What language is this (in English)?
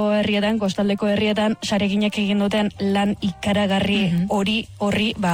Basque